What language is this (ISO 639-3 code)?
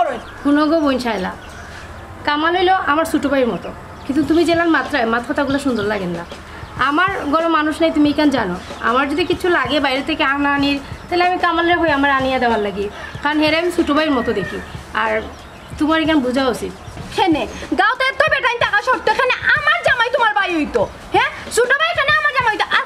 syl